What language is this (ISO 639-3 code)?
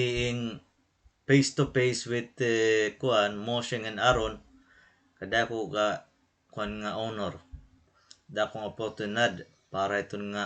war